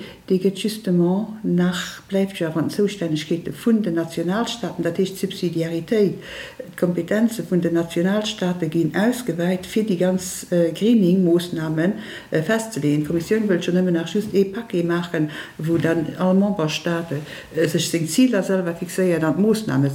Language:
Luxembourgish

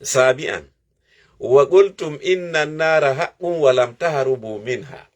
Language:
Fula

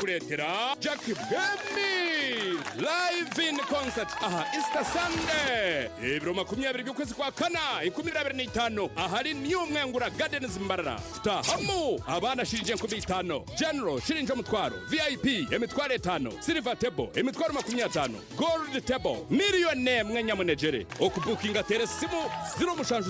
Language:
Nyankole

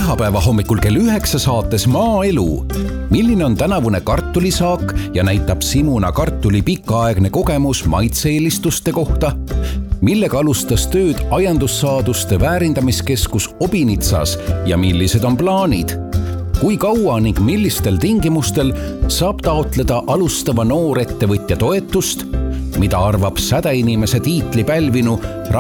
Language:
Estonian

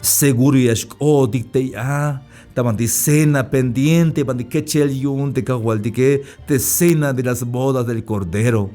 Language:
Tzeltal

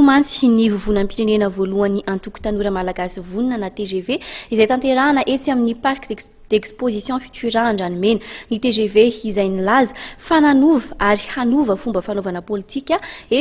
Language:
Malagasy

